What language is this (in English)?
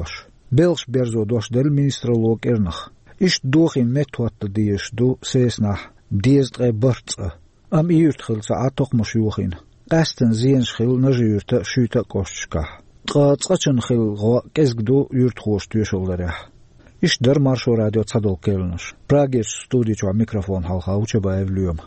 Chechen